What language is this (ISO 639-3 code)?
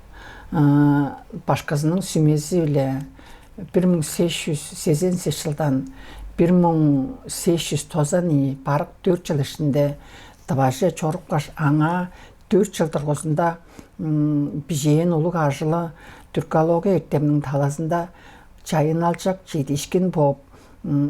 tyv